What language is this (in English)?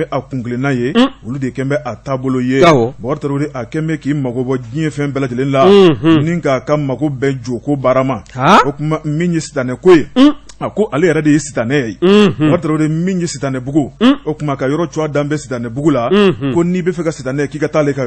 Bambara